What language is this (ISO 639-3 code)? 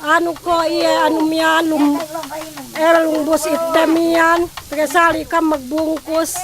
yka